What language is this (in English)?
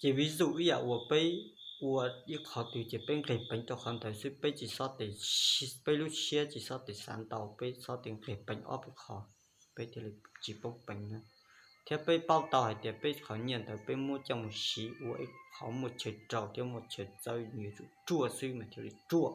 Hmong